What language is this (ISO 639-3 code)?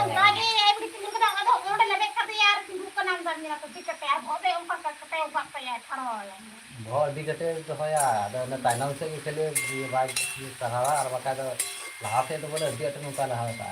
sat